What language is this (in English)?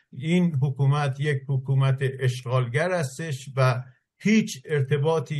Persian